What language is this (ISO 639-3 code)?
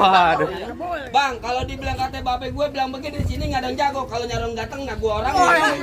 bew